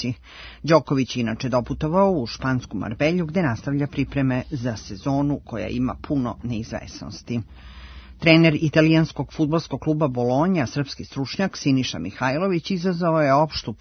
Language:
Serbian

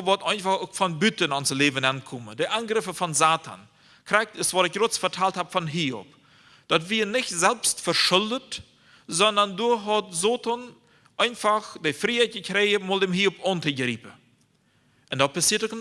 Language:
Plautdietsch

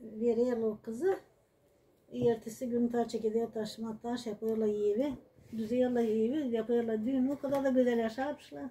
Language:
Gagauz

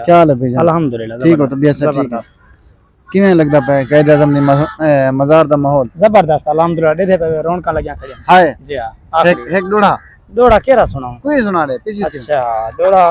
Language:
Saraiki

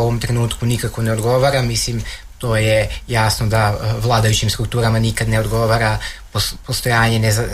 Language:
Serbian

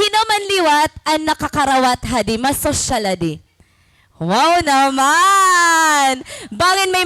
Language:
Waray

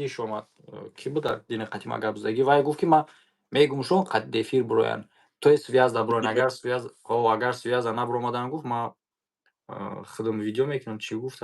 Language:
Tajik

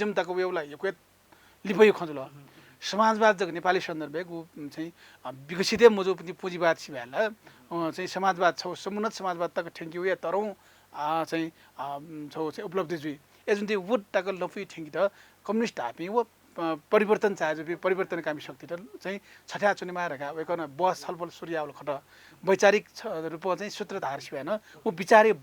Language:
Newari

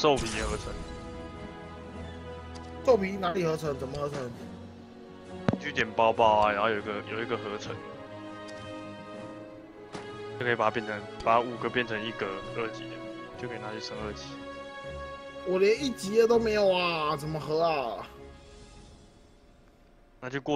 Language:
Chinese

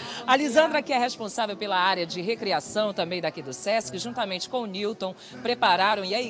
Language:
Portuguese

